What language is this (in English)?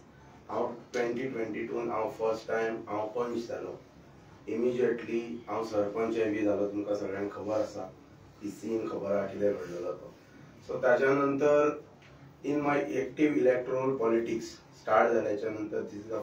Konkani